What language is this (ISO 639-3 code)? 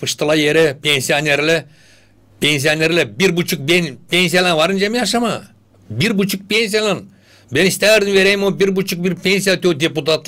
gag